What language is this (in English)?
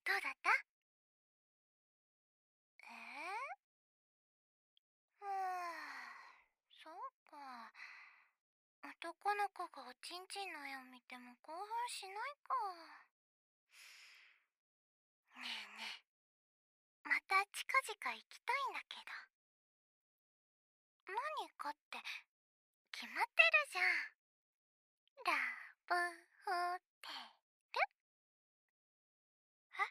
Japanese